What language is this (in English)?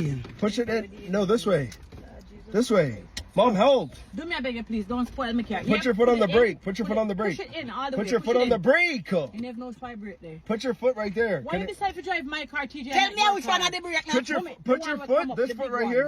Jamaican Creole English